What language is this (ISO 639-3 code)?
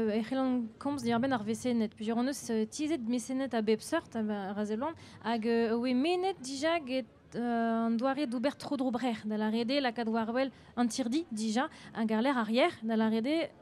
bre